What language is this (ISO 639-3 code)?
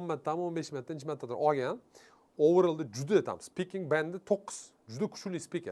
uzb